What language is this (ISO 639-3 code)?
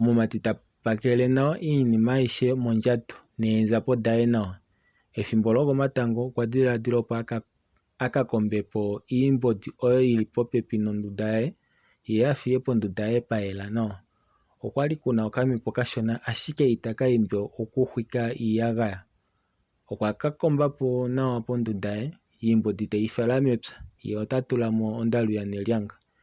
kua